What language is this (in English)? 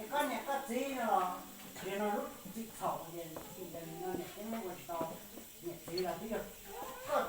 Hmong